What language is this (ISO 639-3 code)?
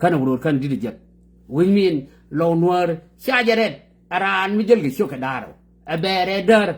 nus